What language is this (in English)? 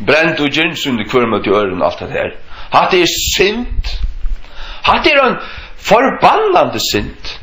Faroese